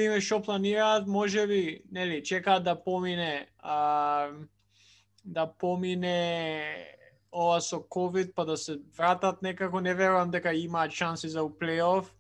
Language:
Macedonian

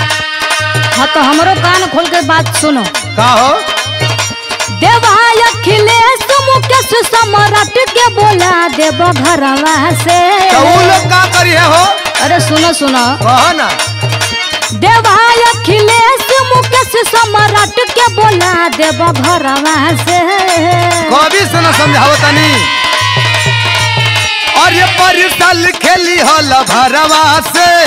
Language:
Bhojpuri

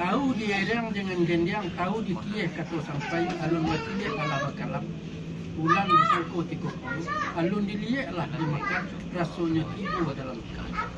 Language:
Minangkabau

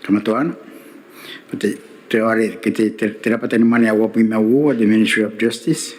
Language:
Gilbertese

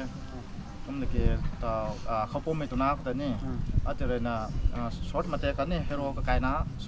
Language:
Rongmei Naga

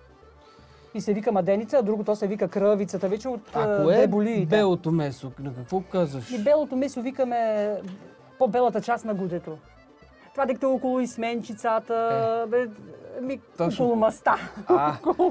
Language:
Bulgarian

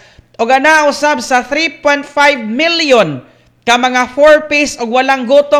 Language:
Cebuano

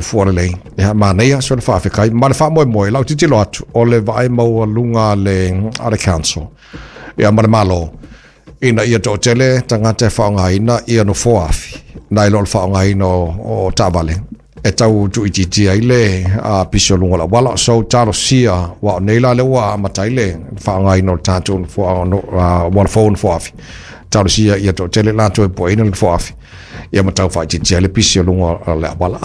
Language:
Samoan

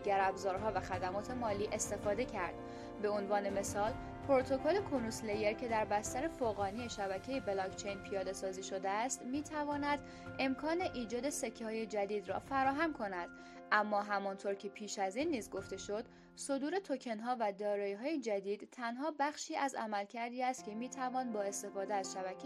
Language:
Persian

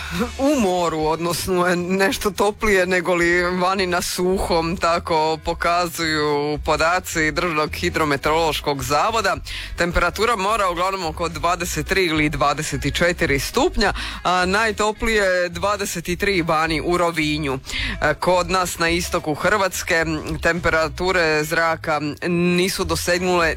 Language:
Croatian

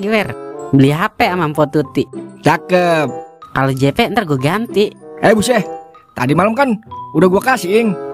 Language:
Betawi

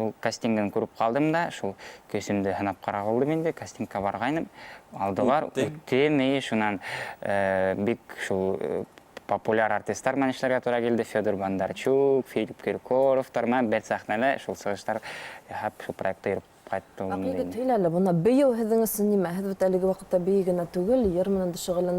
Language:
Bashkir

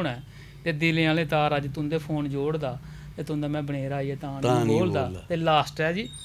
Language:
Dogri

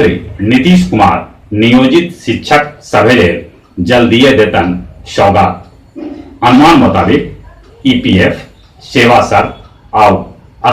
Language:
Magahi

